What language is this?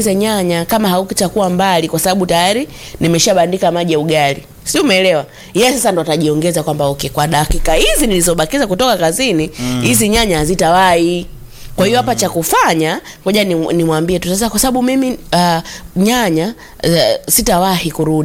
Swahili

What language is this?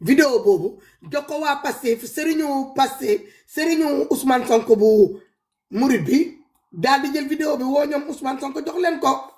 Wolof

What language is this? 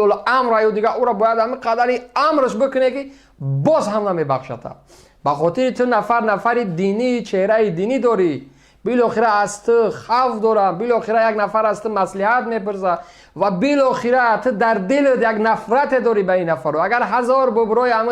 Tajik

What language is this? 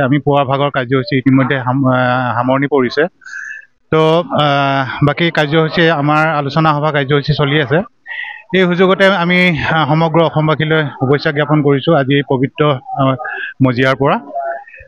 Assamese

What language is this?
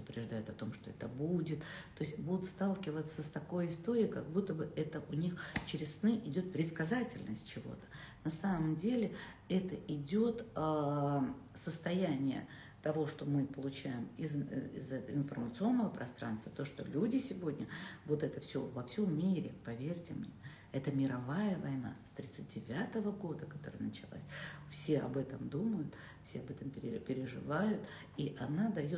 Russian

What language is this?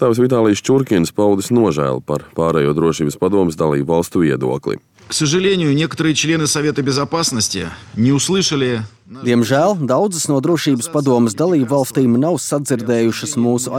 Latvian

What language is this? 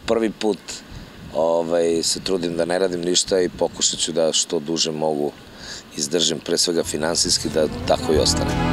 Serbian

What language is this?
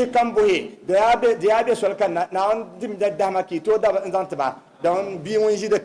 Dagbani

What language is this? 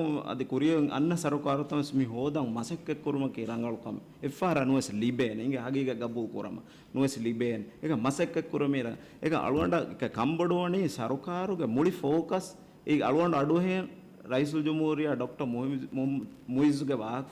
Divehi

